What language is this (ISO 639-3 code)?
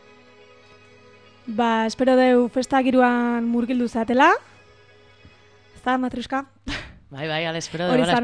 eus